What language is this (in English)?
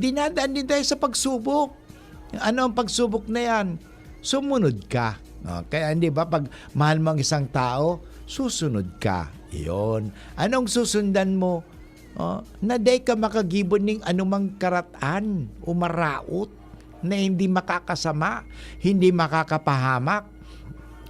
Bikol